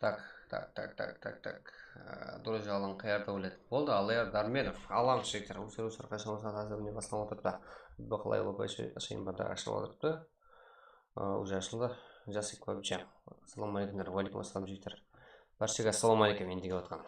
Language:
Kara-Kalpak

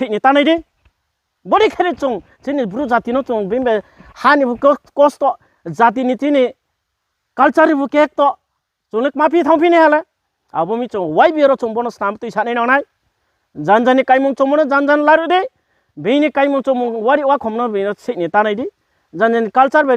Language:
Riang (India)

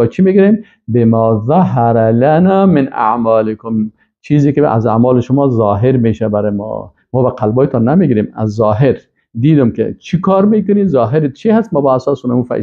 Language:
Persian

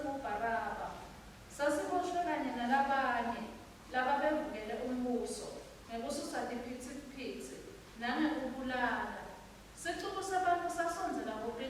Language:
Swati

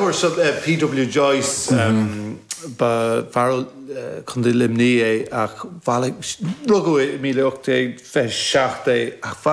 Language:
Irish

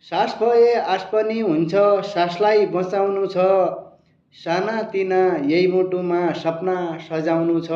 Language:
Nepali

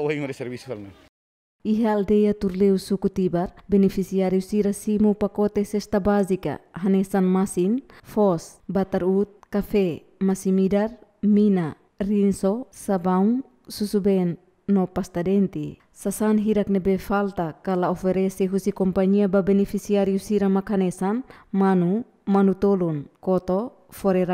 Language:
Tetum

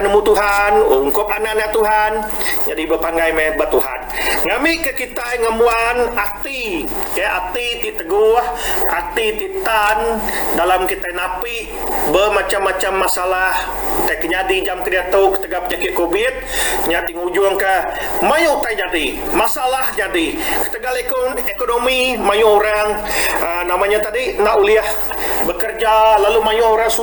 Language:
Iban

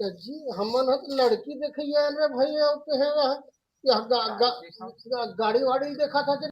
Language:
Chhattisgarhi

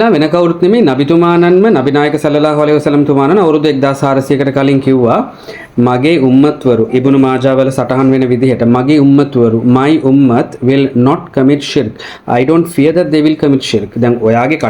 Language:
Sinhala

